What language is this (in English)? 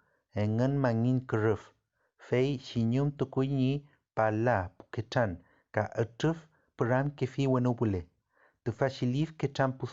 Mapuche